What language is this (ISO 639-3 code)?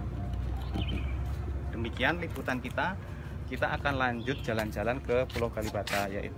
ind